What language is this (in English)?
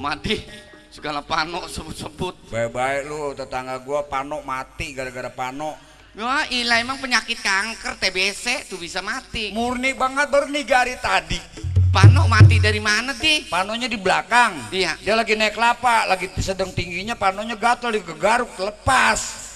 Betawi